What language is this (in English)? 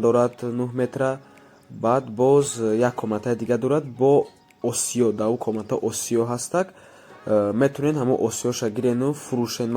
Tajik